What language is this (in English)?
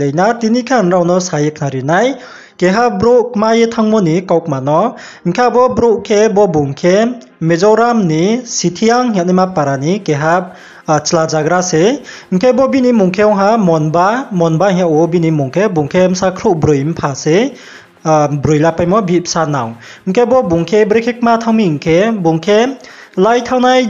Riang (India)